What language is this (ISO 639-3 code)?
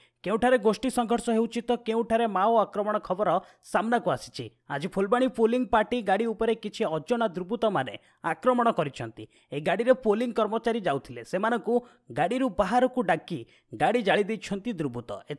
ori